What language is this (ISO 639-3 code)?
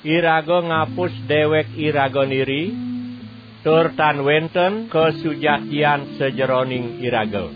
ban